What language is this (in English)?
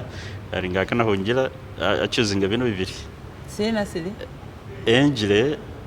Masaaba